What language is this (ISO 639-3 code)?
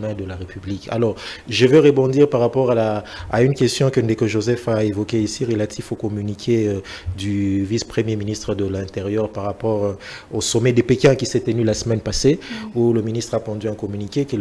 fra